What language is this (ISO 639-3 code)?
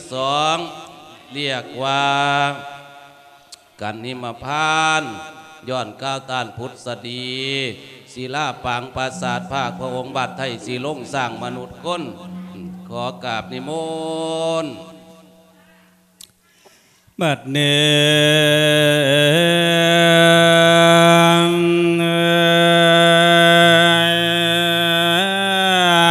tha